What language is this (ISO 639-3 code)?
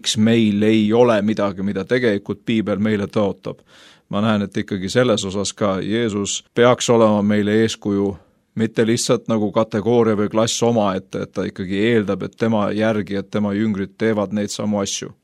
est